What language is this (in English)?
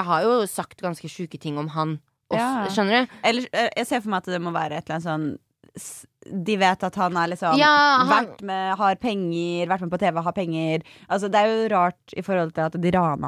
Norwegian